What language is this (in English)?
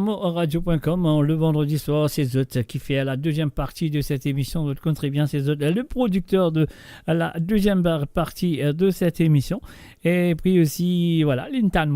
Morisyen